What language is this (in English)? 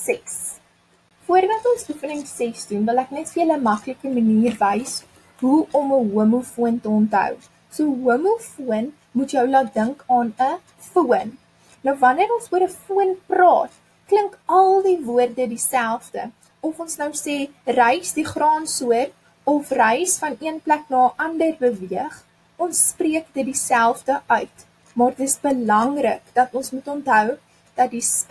Afrikaans